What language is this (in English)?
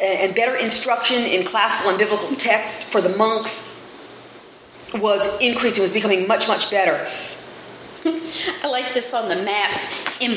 English